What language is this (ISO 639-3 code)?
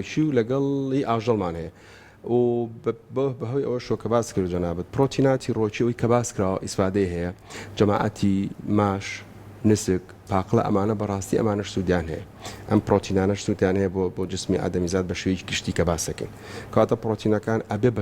ckb